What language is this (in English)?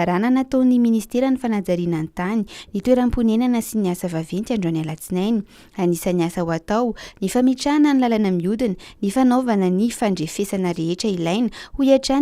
Malagasy